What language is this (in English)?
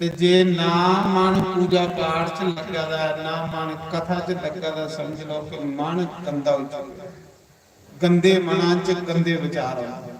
Dogri